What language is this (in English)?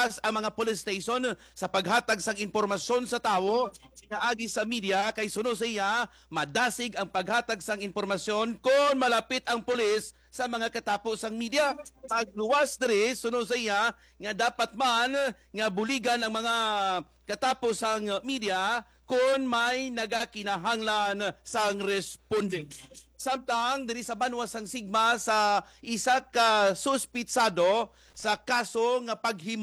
Hiligaynon